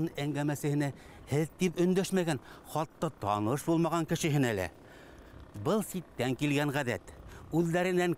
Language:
Bashkir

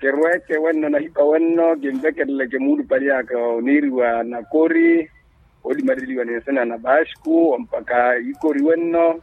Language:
Makhuwa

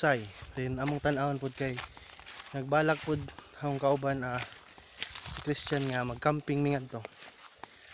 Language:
Cebuano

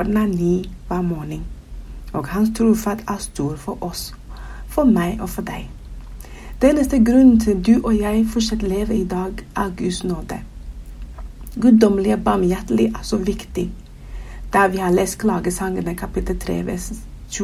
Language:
Norwegian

